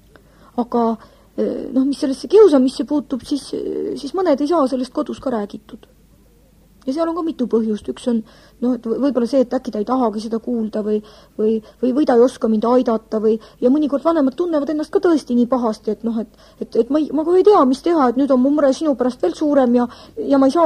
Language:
Estonian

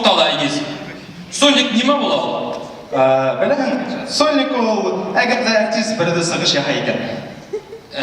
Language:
Bashkir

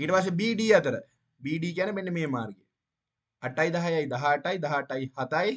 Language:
Sinhala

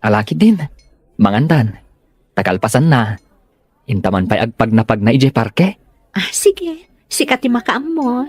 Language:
Iloko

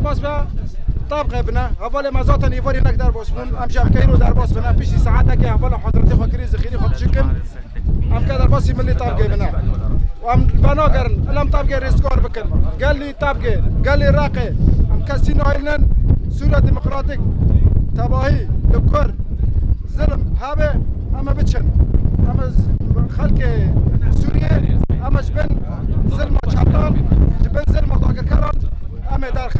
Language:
Kurdish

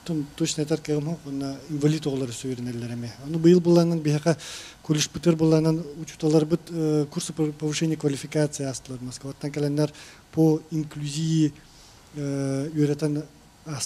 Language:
Yakut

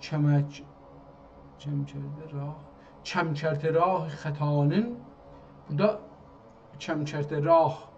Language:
South Azerbaijani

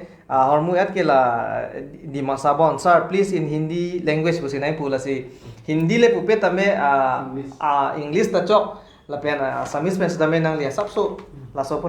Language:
Karbi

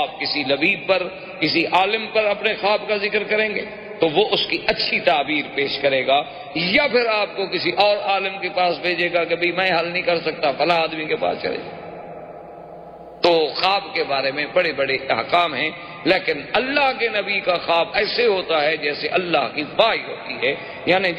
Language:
Urdu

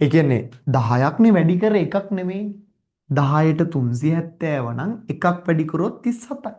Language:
Sinhala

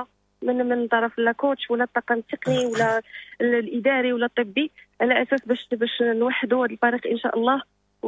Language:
Moroccan Arabic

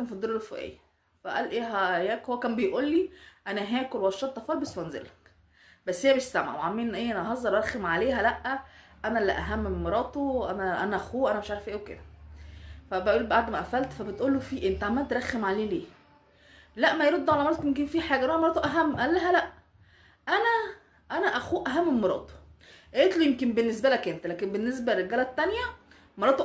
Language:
Egyptian Arabic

